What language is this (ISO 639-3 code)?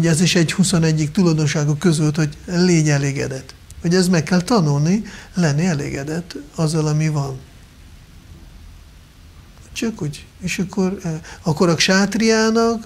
hun